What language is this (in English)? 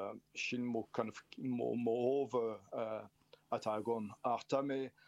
Irish